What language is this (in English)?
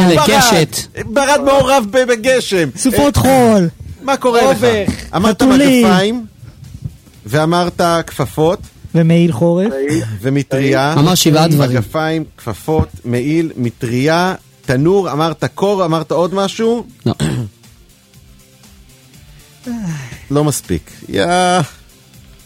Hebrew